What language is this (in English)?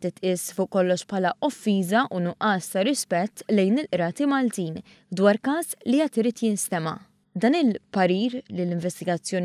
Maltese